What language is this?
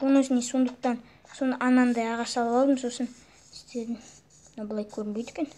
Kazakh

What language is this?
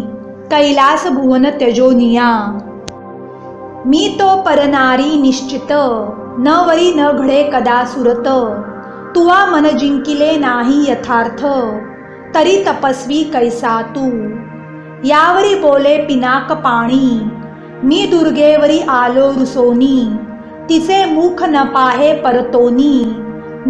Marathi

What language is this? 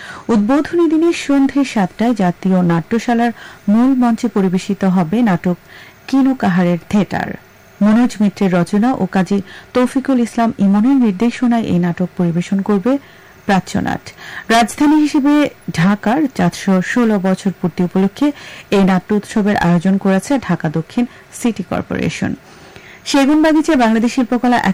Bangla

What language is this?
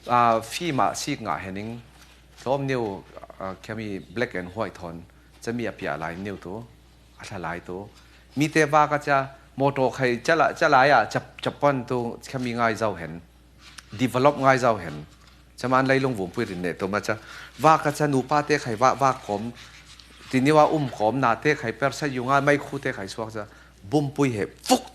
Falam Chin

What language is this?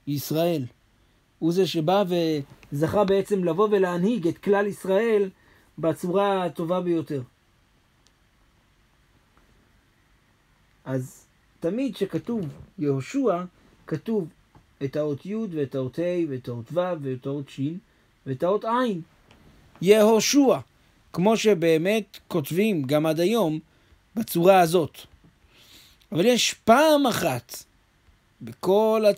Hebrew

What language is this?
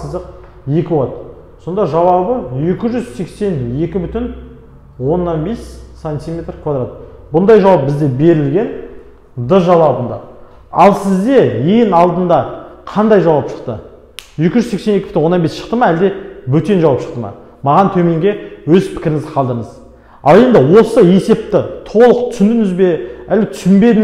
Kazakh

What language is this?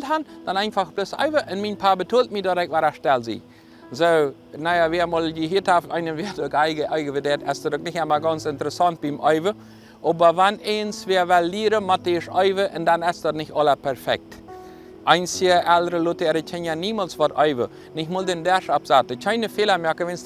Plautdietsch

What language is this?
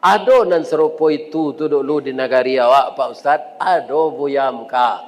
Minangkabau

